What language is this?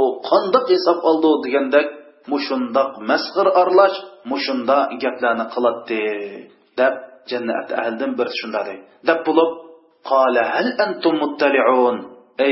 Uyghur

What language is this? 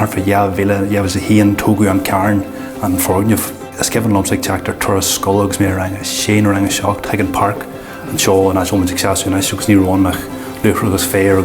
Irish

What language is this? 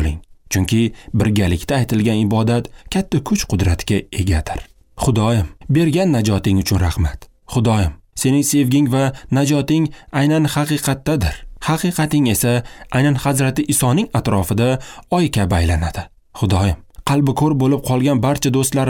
Uzbek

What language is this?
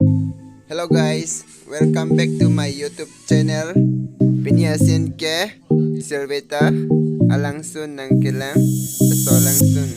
Karbi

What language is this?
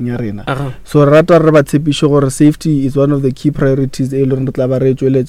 Northern Sotho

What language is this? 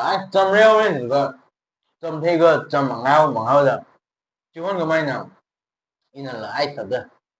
Tangkhul Naga (India)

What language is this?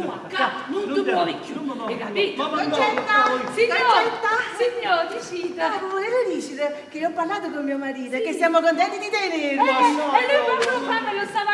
Neapolitan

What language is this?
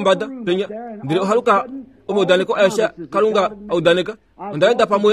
Kuanyama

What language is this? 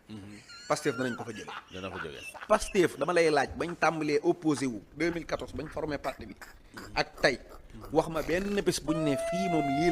Wolof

